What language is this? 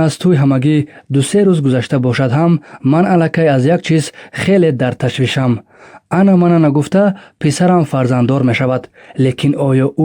Tajik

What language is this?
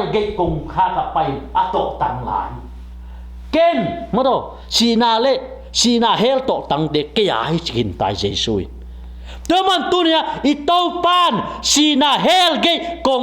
Tedim Chin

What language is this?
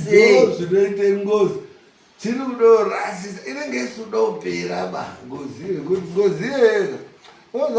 Shona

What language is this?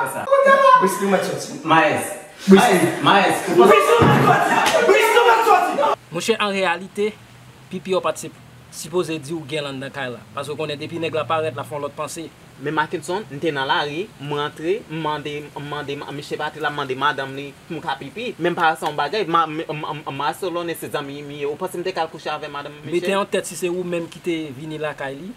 Haitian Creole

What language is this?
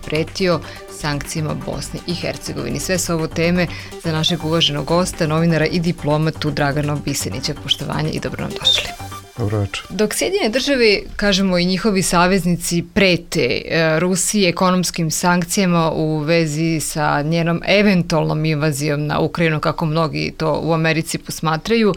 Bosnian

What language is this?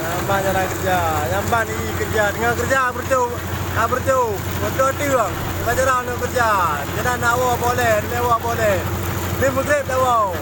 Achinese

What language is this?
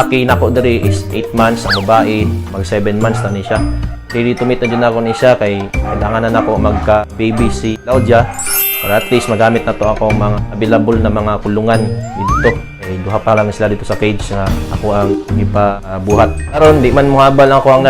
Cebuano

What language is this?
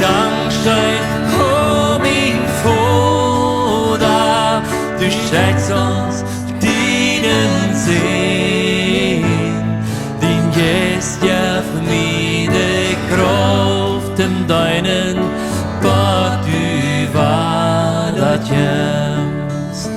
Plautdietsch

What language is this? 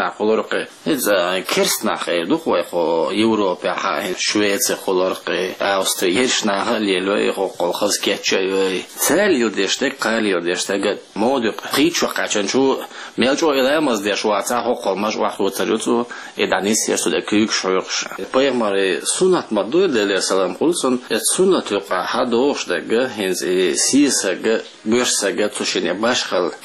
Chechen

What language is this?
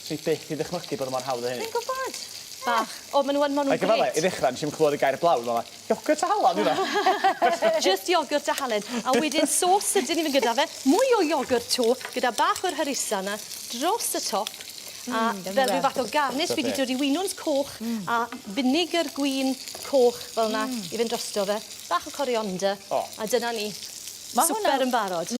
Welsh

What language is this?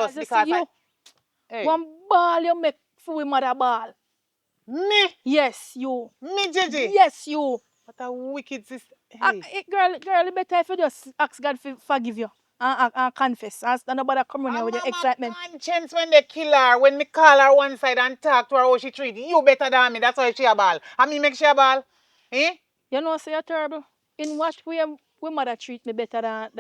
Jamaican Creole English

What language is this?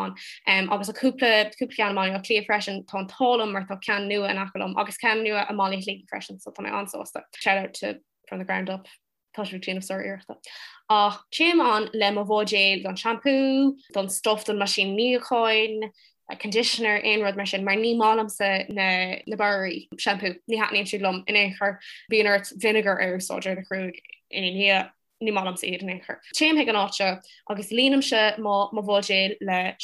Irish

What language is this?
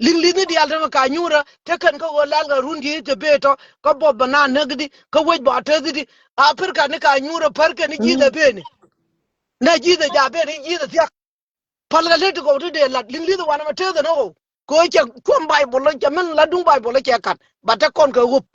Nuer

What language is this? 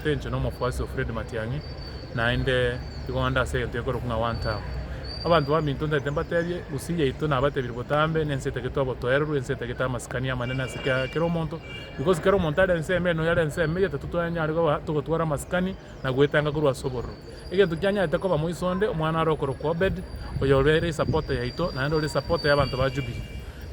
Gusii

